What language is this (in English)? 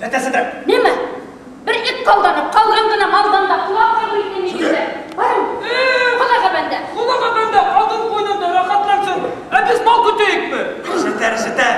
Bashkir